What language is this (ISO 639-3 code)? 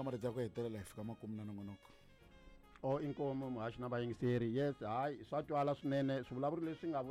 tso